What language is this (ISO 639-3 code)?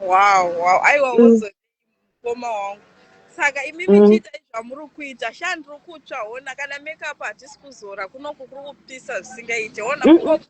sna